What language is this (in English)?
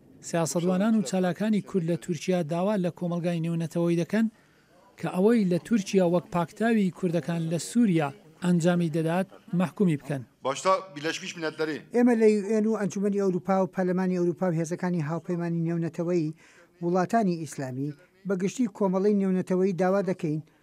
Central Kurdish